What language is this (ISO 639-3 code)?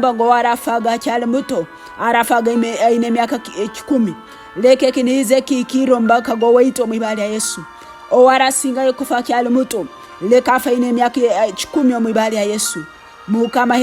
ttj